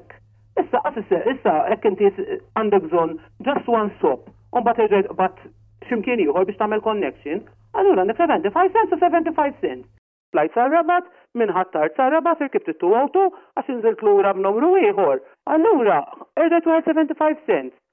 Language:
Maltese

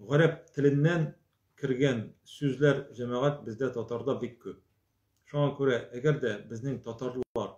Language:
Tatar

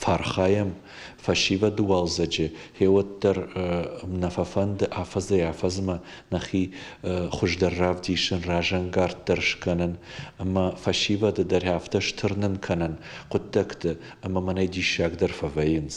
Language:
Ossetic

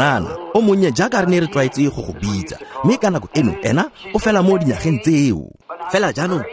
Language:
Tswana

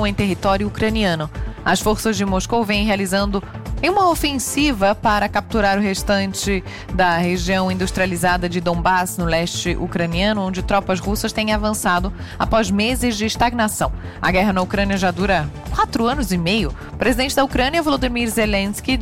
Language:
Portuguese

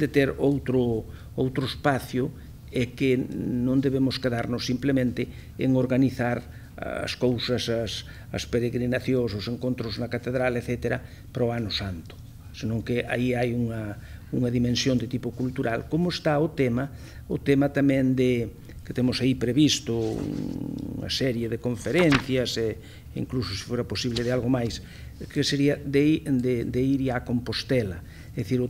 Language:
Galician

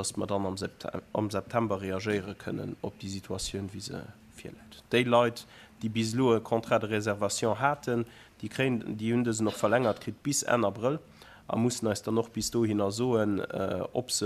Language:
Luxembourgish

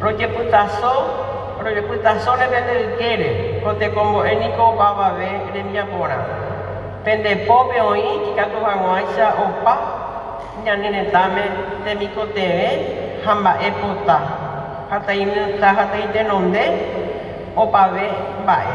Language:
Guarani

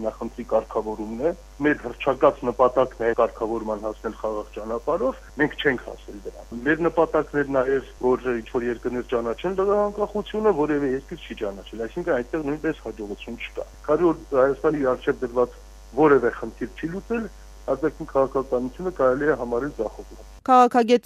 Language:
Armenian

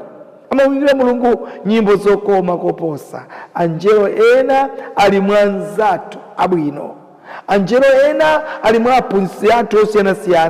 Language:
Nyanja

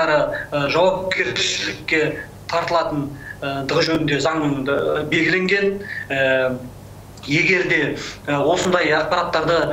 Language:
Kazakh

